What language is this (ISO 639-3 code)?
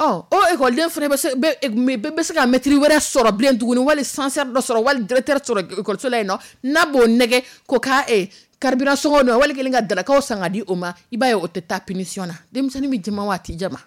dyu